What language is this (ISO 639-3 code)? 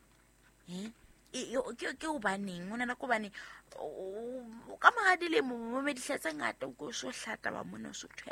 sot